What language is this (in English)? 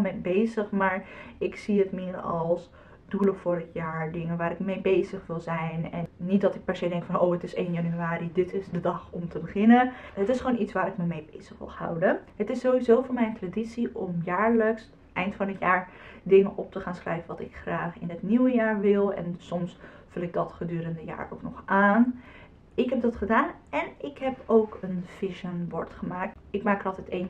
Dutch